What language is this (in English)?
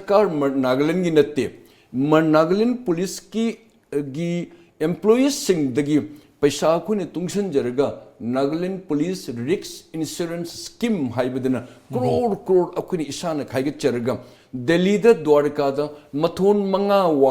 Manipuri